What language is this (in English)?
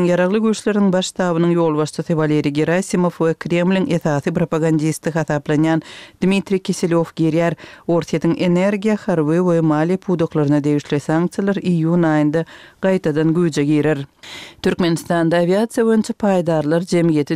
Kyrgyz